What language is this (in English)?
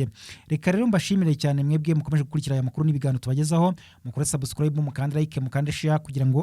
Kinyarwanda